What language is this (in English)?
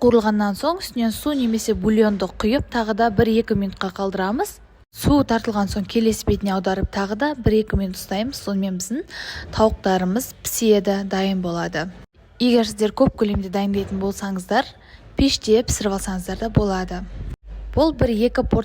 Kazakh